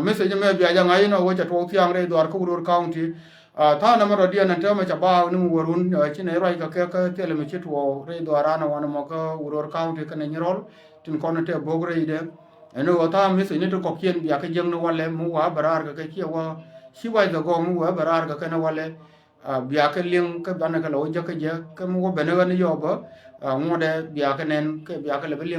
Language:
Nuer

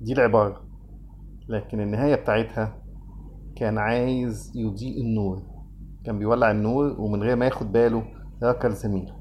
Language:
Egyptian Arabic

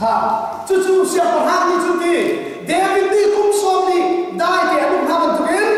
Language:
Hakha Chin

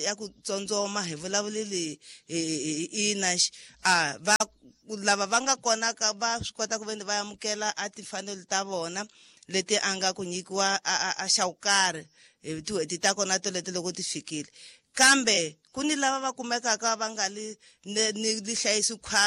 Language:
Tsonga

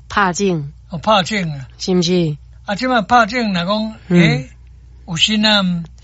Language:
Min Nan Chinese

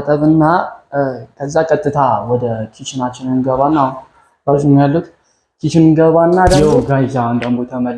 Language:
Amharic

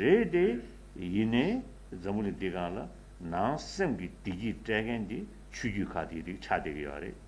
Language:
Tibetan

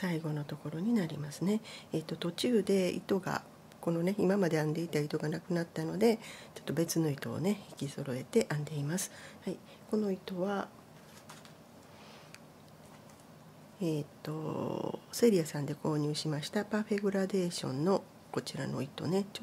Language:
Japanese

